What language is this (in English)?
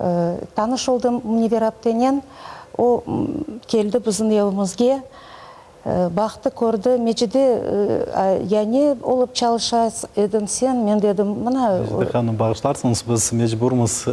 Crimean Tatar